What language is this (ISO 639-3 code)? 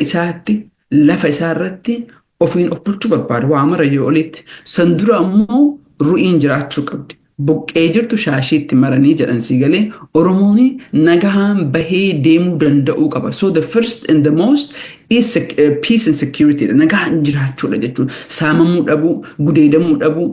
orm